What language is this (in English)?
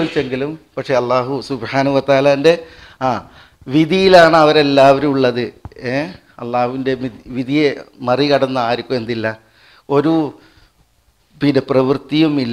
Malayalam